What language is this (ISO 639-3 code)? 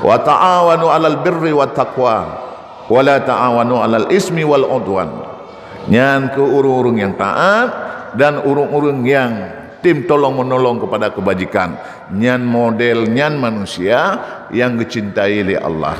ace